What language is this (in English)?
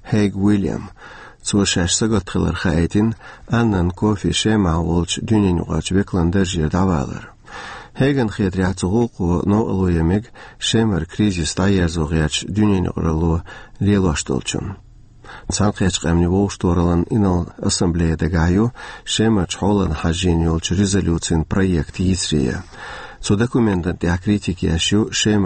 Chechen